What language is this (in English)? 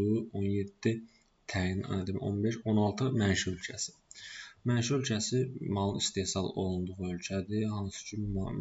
Azerbaijani